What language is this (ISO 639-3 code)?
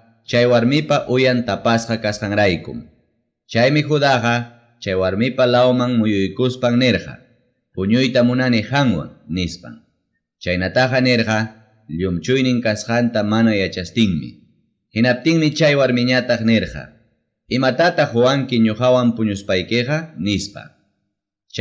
quy